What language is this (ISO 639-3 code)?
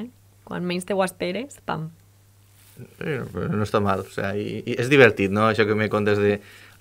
cat